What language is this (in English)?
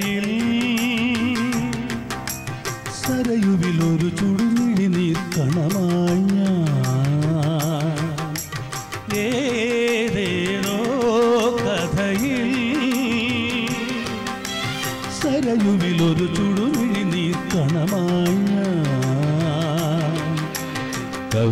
Malayalam